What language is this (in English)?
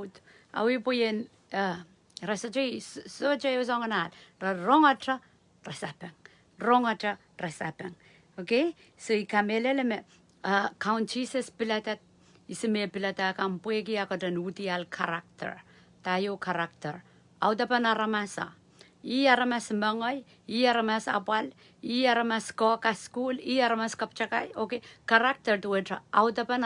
Pohnpeian